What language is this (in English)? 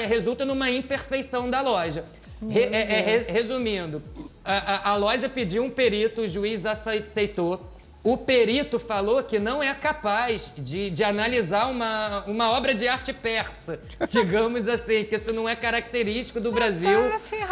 Portuguese